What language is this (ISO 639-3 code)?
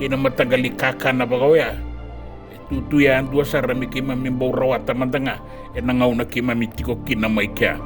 fij